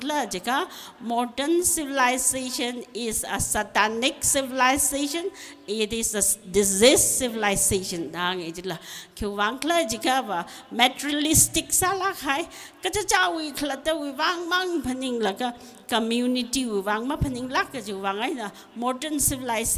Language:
Tangkhul Naga (India)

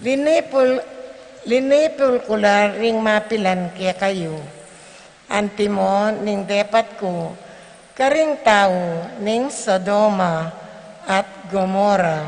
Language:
Pampanga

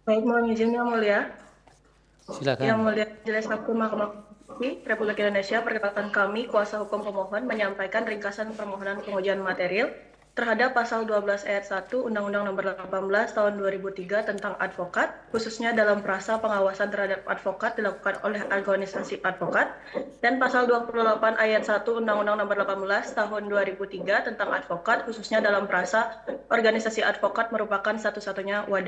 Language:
Indonesian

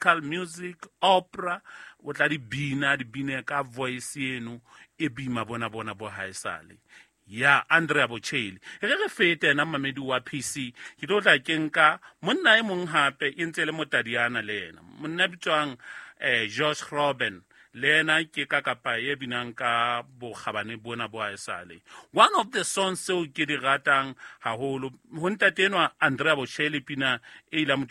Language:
Southern Sotho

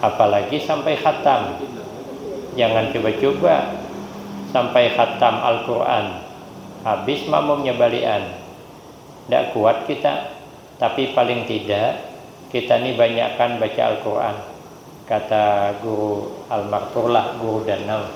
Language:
Banjar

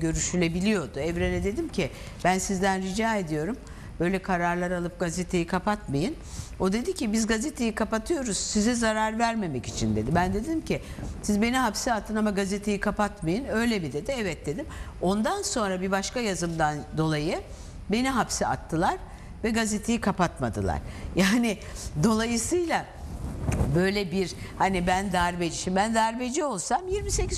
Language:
Turkish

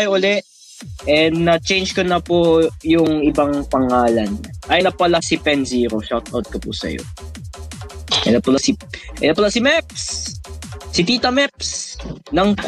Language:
Filipino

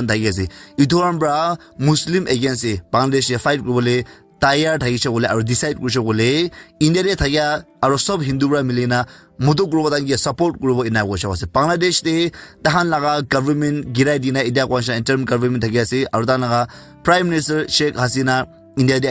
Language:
Naga Pidgin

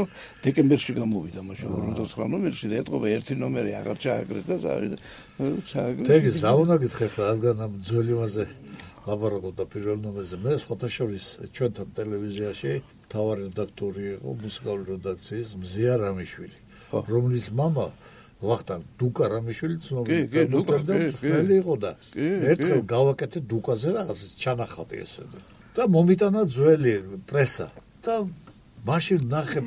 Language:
Georgian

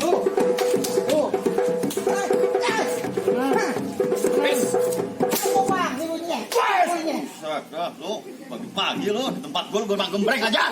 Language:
Betawi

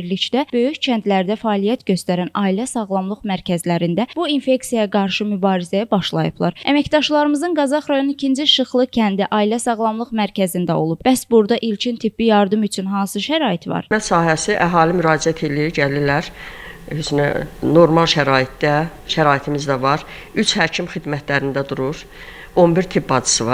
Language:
Azerbaijani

